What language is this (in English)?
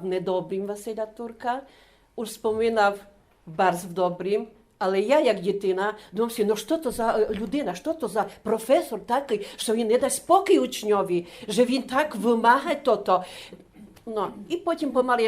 Rusyn